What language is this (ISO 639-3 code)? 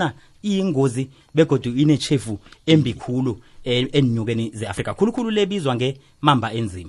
nbl